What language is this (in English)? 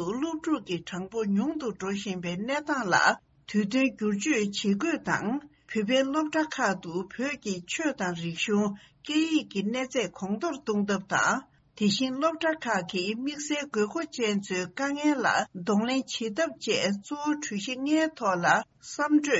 Tibetan